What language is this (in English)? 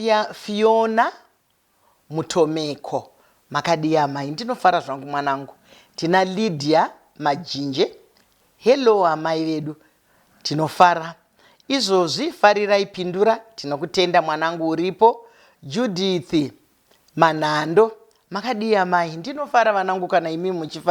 Shona